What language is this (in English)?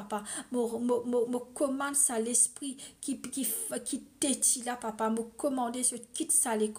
Morisyen